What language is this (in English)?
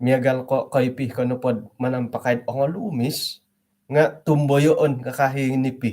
Central Dusun